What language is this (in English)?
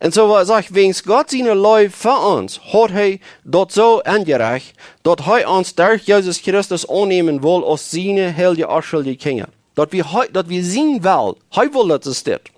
Plautdietsch